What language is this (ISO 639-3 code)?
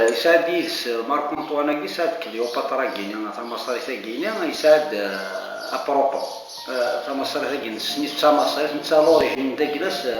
kab